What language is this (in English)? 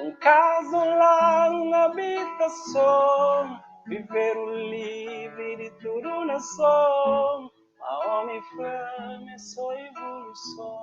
Kabuverdianu